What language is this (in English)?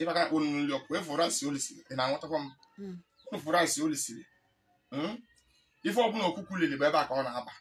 Igbo